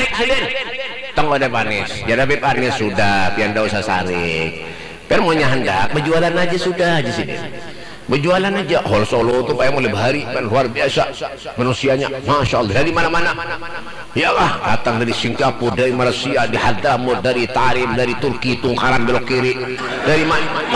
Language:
Banjar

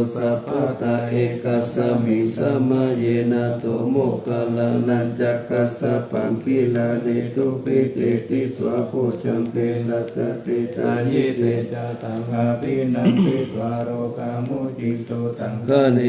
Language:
Pali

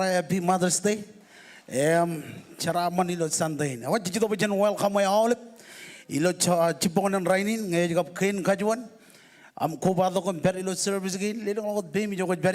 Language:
Marshallese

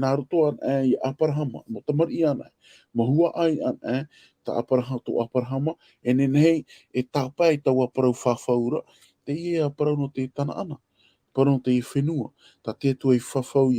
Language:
Tahitian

